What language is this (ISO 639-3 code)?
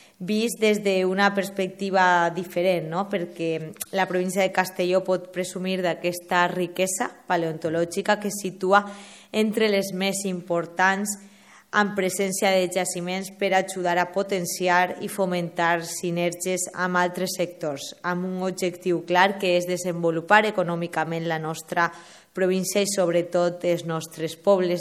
cat